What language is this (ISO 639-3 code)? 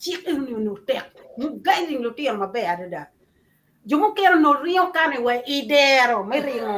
ach